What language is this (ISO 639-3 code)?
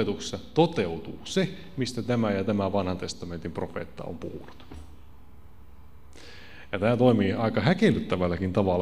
fin